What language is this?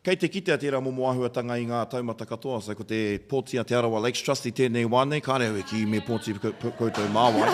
Māori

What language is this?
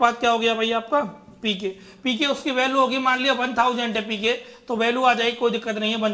Hindi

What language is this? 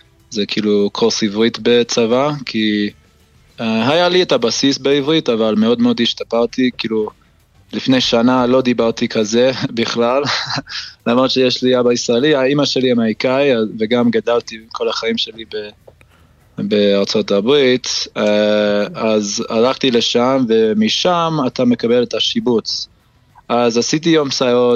Hebrew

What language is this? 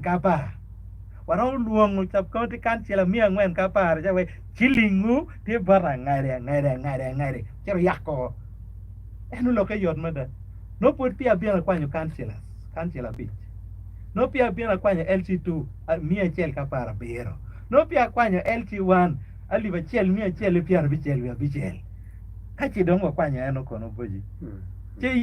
Acoli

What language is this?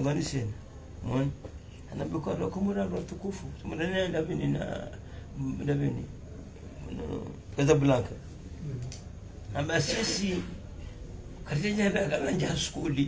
Swahili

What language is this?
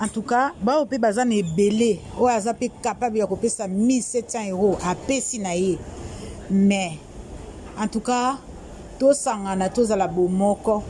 Lingala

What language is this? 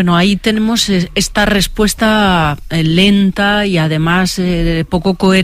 Spanish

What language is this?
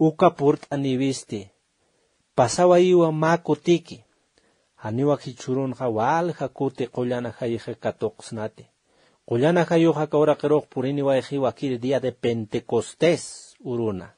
Aymara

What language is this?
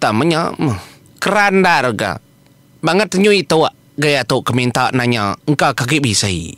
Iban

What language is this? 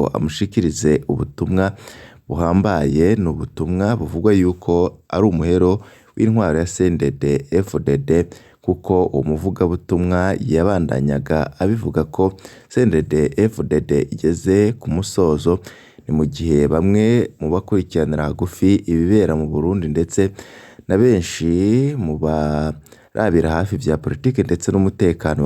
Rundi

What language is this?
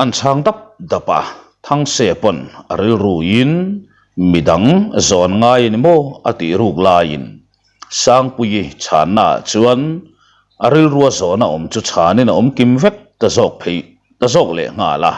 Mizo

